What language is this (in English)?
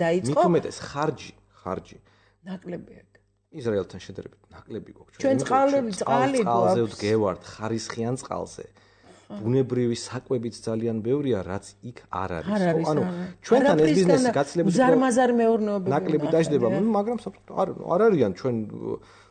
Georgian